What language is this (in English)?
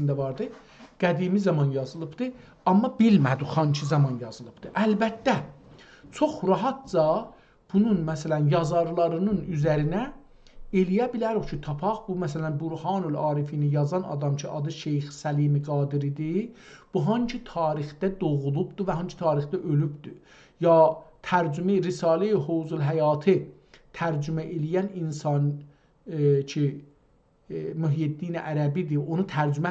South Azerbaijani